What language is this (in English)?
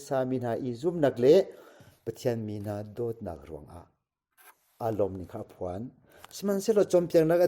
Hakha Chin